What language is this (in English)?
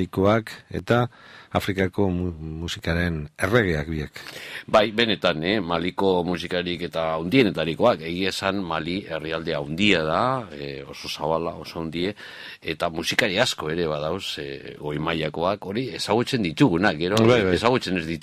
Basque